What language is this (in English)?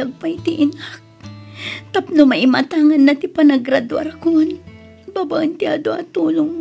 Iloko